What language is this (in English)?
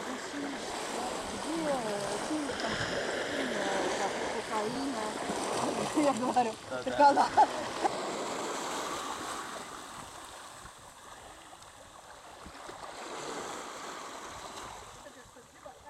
Estonian